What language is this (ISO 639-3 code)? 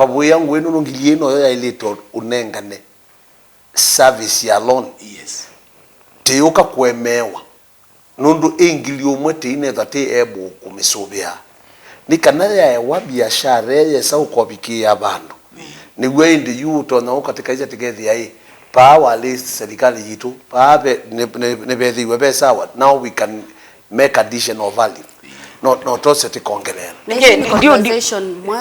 kam